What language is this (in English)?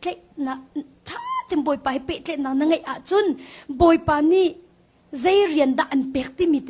Hakha Chin